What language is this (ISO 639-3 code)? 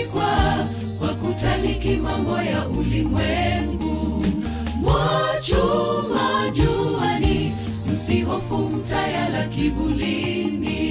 swa